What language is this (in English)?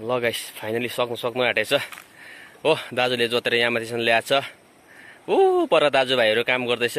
Nepali